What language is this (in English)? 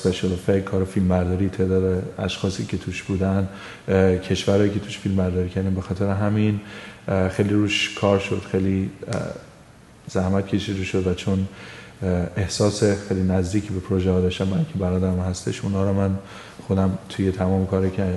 Persian